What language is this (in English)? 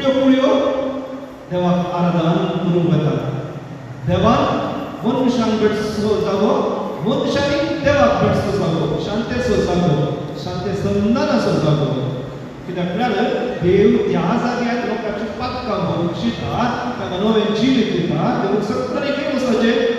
Konkani